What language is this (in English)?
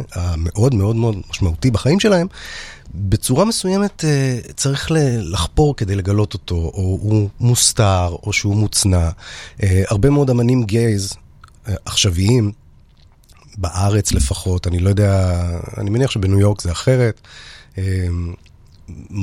Hebrew